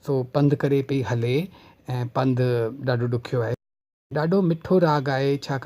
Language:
Sindhi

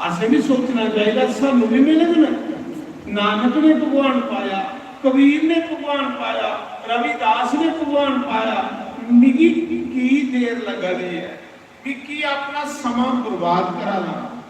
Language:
Dogri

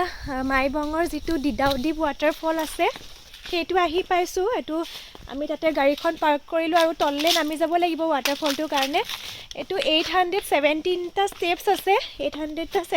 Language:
Assamese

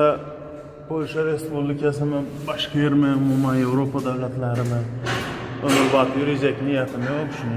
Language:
Uzbek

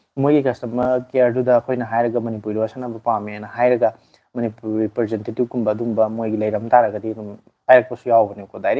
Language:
Manipuri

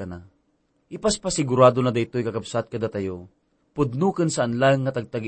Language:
Iloko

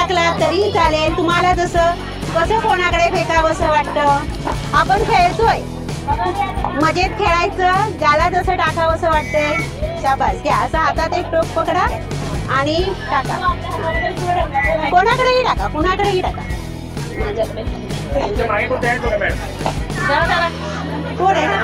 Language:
Marathi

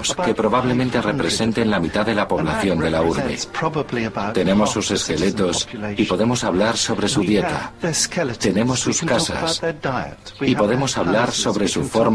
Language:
Spanish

